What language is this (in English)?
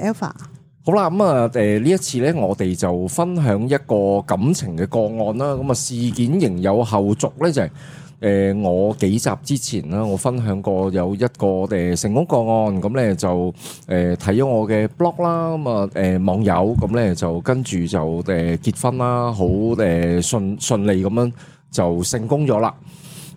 Cantonese